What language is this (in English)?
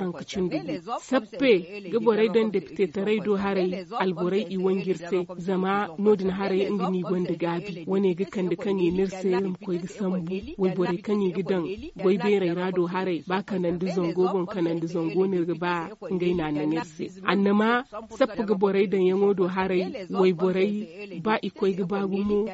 Zarma